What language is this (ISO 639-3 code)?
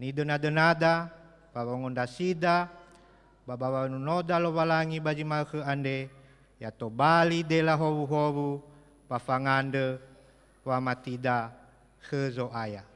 nia